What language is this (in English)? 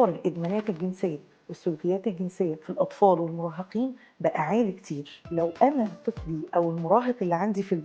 Egyptian Arabic